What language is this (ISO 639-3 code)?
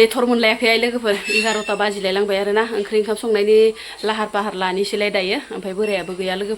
brx